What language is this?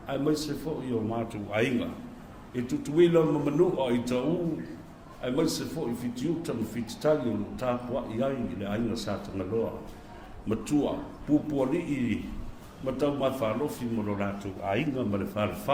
Samoan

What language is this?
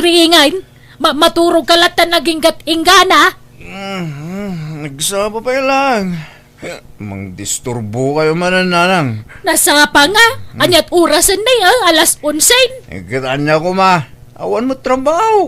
Iloko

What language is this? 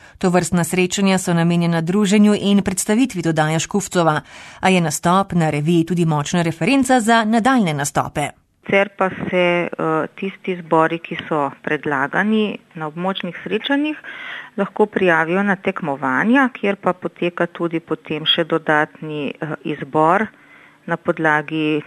Slovenian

